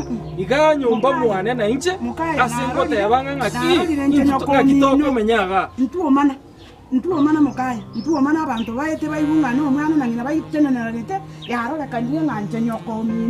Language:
Gusii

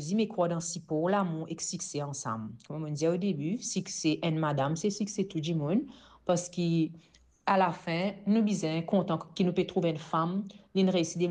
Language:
Morisyen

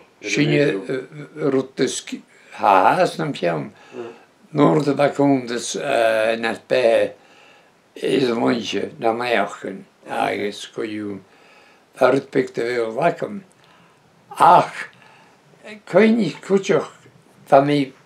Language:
Breton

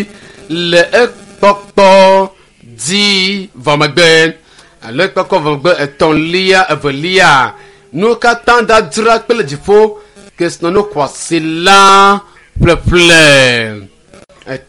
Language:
Ewe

